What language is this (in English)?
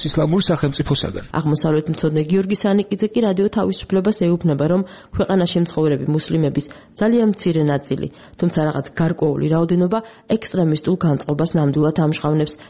Georgian